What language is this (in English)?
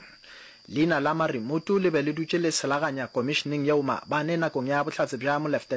Northern Sotho